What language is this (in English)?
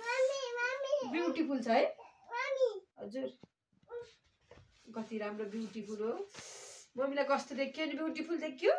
Nepali